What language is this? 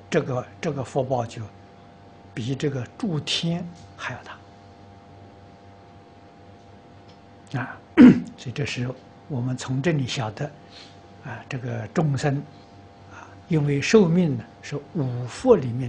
Chinese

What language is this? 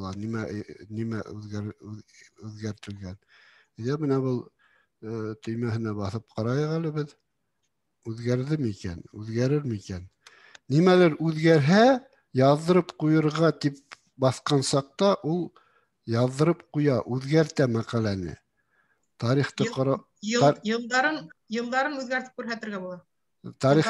Bashkir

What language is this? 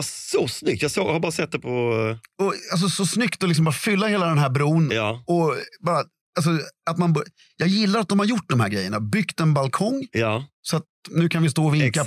Swedish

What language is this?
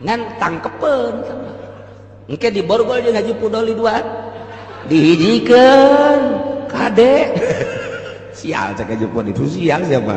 Sundanese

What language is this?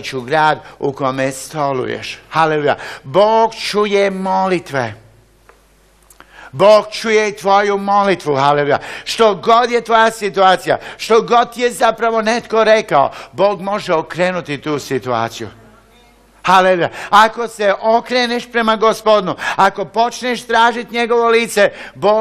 Croatian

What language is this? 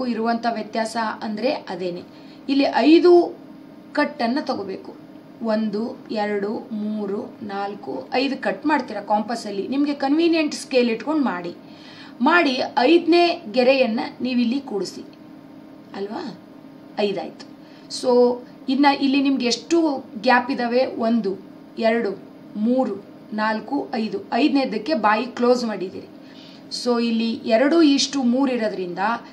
Kannada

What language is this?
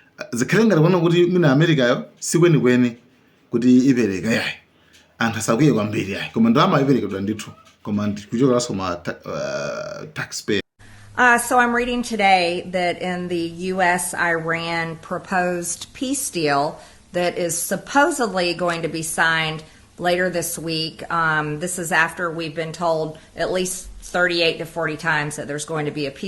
Nyanja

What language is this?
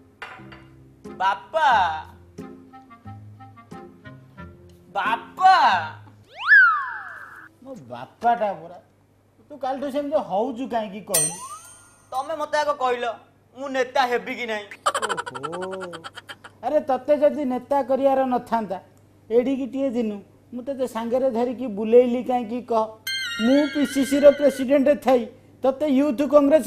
Odia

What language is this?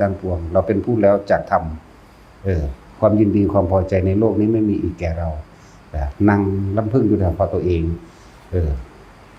Northeastern Thai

